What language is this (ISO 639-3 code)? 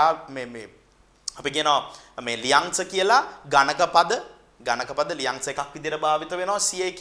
sin